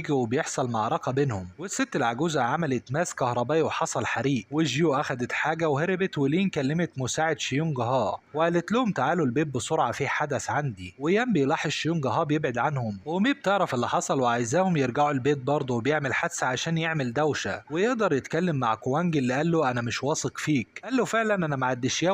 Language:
Egyptian Arabic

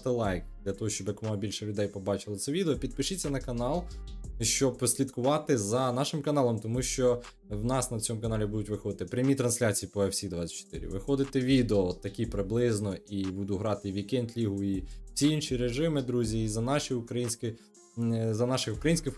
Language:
Ukrainian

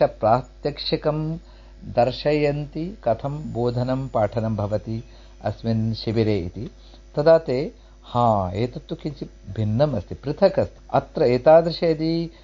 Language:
Sanskrit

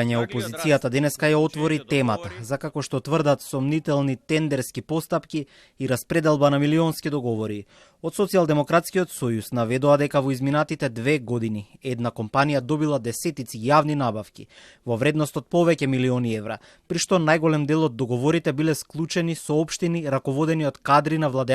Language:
Macedonian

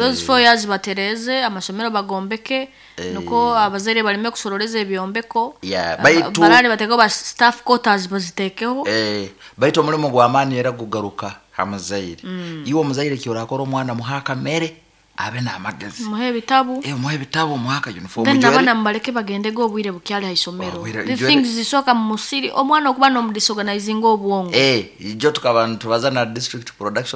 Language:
Nyoro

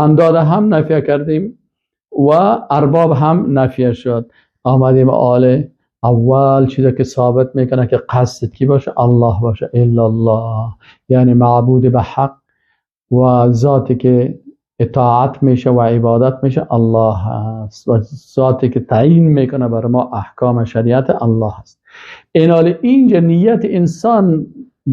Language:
Persian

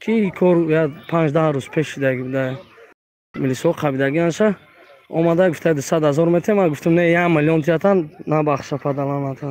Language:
Tajik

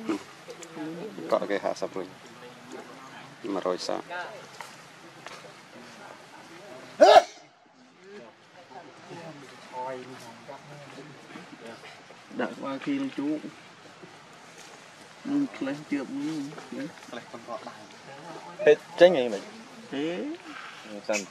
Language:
Vietnamese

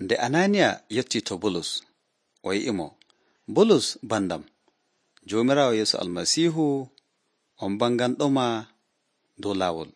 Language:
Nigerian Fulfulde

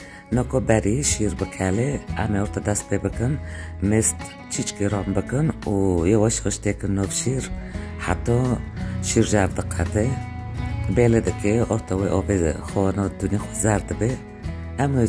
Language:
Kurdish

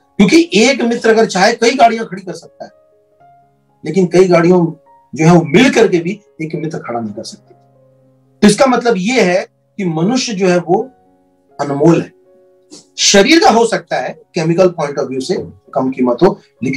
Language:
Hindi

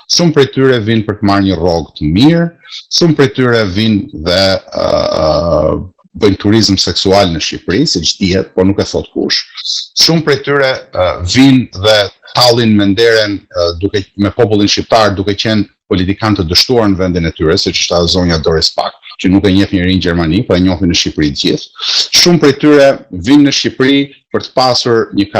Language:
Albanian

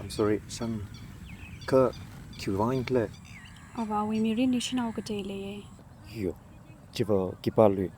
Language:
Tangkhul Naga (India)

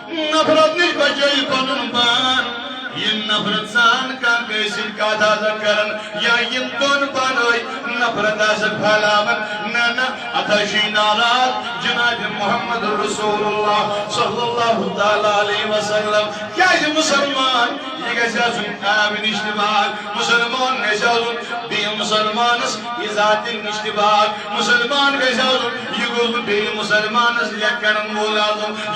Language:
Kashmiri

